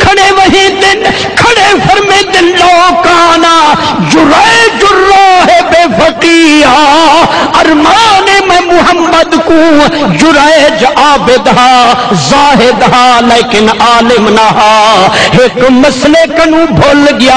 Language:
Saraiki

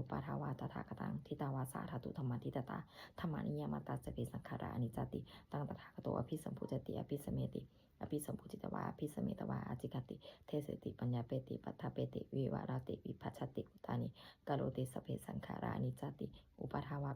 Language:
Pali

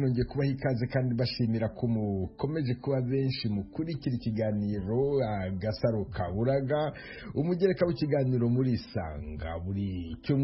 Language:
Kinyarwanda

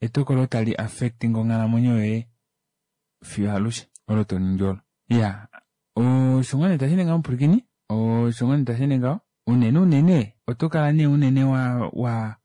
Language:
Kuanyama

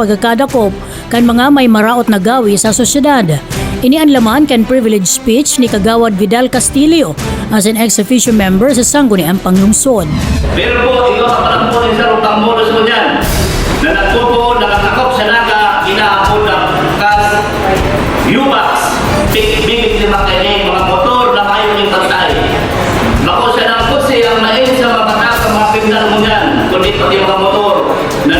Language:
Bikol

